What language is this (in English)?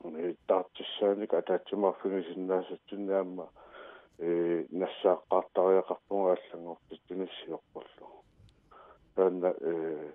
Kalaallisut